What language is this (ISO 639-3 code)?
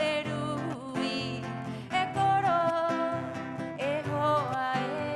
rap